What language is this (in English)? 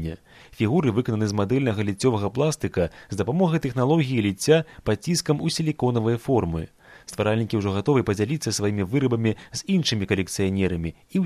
Belarusian